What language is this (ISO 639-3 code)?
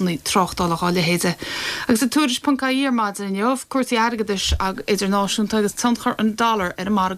gle